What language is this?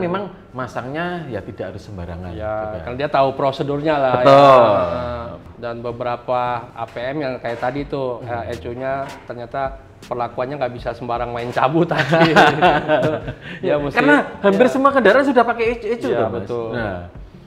Indonesian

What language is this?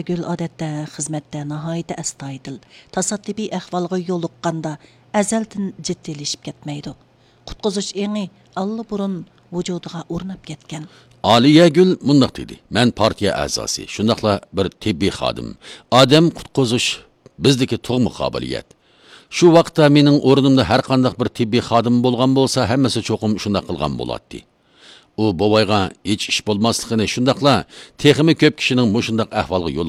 Uyghur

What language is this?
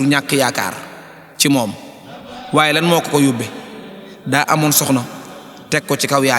Wolof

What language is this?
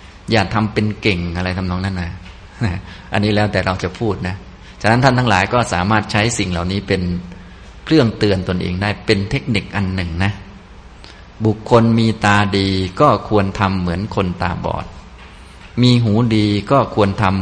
Thai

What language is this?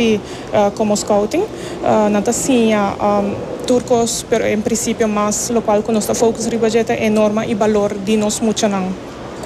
Papiamento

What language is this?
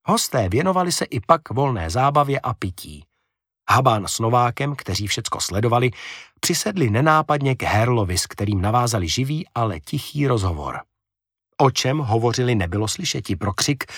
Czech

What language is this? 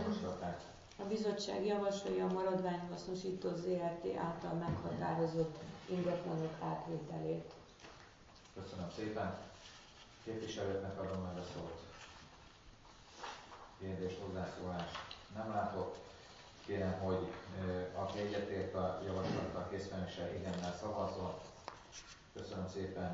Hungarian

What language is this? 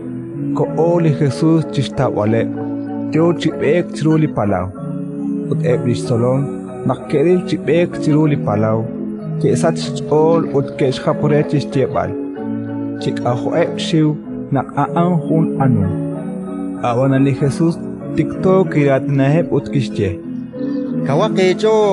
Kekchí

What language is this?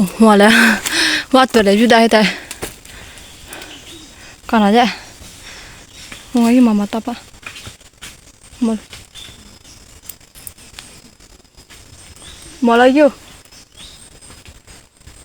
Lahu Shi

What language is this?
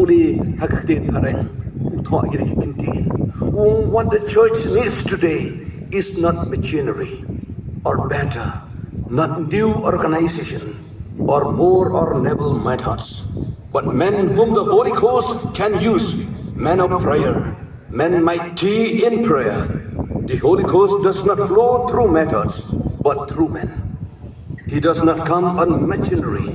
Khasi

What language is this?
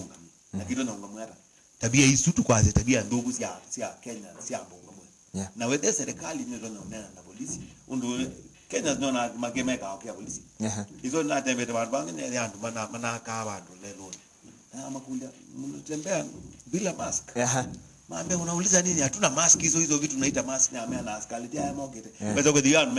Kamba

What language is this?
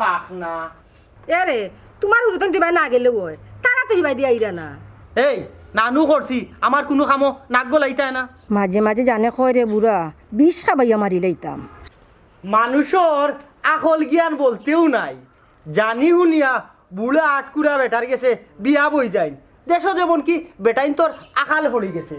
Sylheti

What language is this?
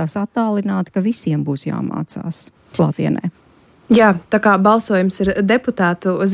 Latvian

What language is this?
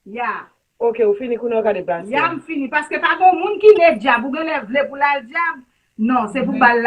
Haitian Creole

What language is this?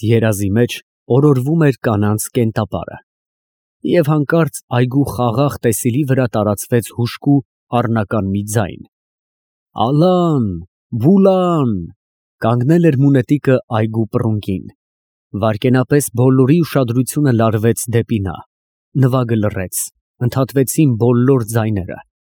Armenian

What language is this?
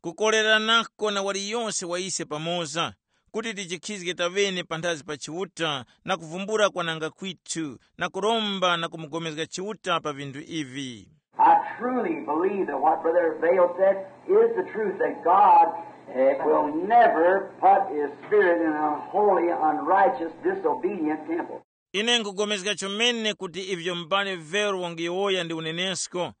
Tumbuka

